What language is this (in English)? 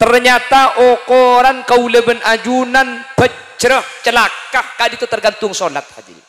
Madurese